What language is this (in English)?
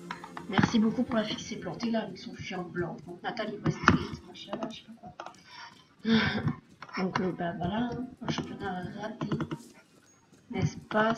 French